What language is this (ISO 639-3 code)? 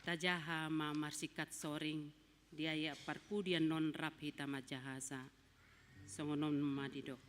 bbc